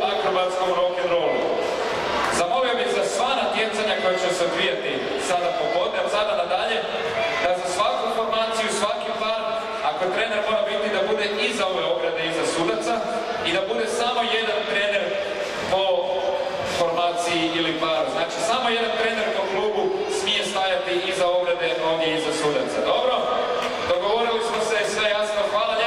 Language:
Croatian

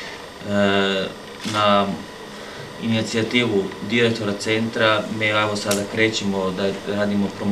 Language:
Serbian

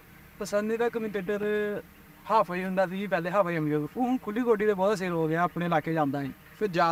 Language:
Punjabi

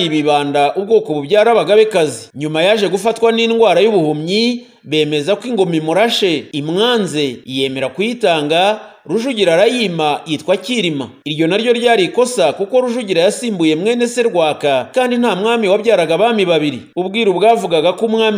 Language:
Kinyarwanda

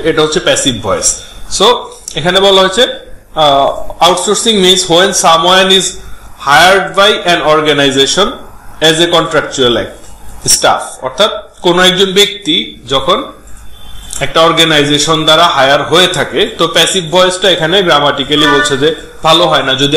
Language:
Bangla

